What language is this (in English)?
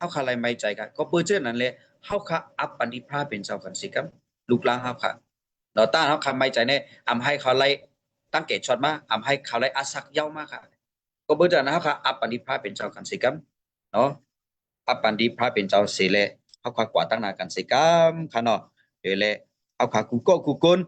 Shan